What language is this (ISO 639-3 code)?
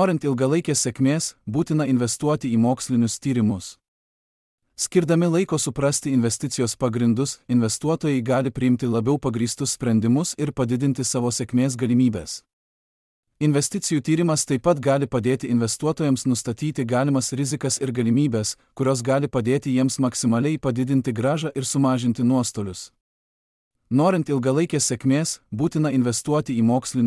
lit